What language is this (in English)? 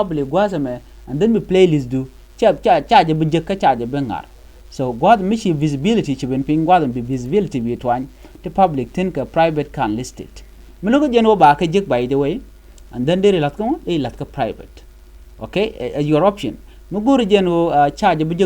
Nuer